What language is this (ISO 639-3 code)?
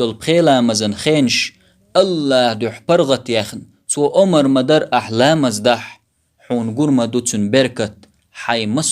che